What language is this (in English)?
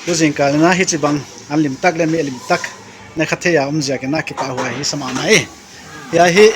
Paite Chin